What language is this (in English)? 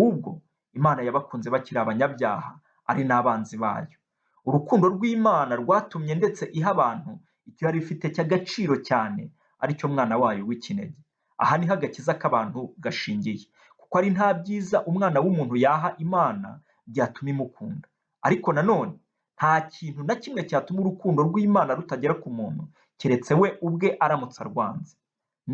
Kinyarwanda